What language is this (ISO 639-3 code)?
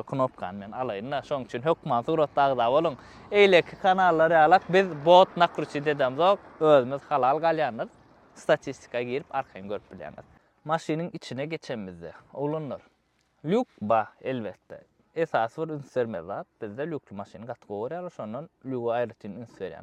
tuk